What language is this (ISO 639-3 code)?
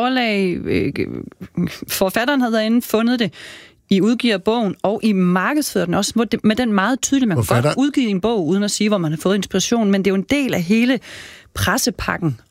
dan